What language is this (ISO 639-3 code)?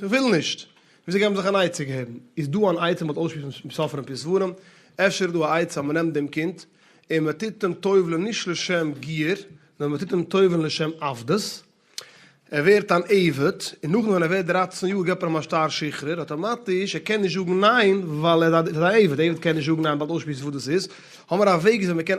yid